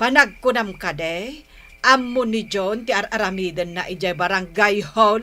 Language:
Iloko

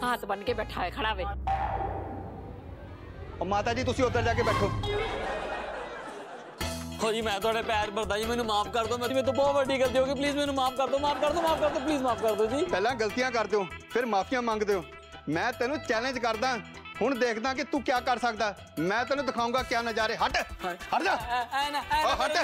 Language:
Punjabi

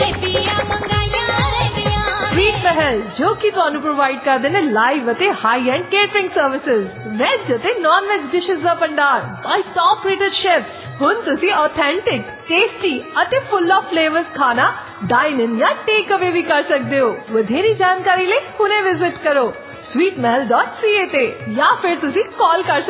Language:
Punjabi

